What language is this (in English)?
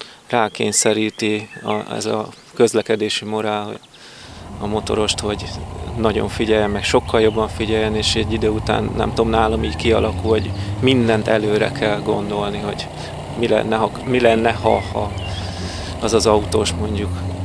Hungarian